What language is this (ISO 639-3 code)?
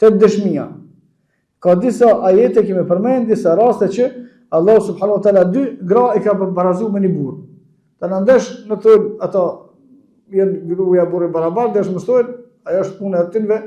sqi